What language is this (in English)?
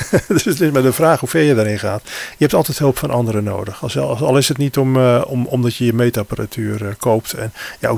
Dutch